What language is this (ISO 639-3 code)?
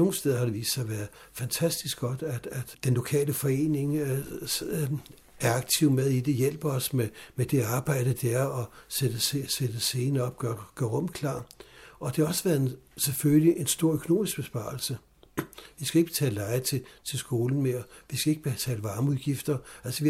dan